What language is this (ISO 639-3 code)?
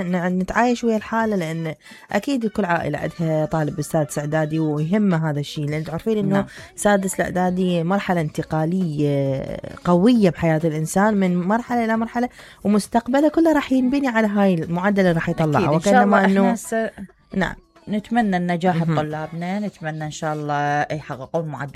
acm